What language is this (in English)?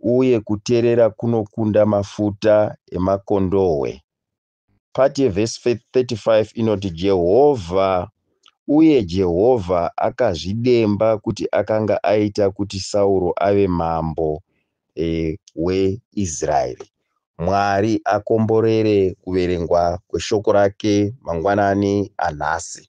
Shona